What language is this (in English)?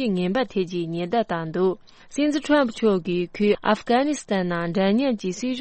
Tibetan